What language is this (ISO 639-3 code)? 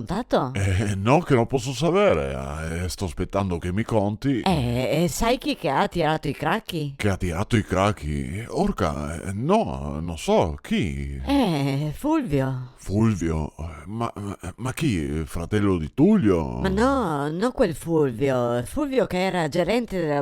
vec